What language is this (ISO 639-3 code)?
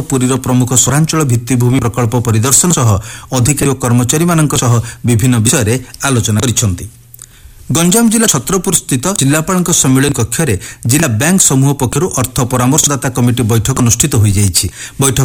ori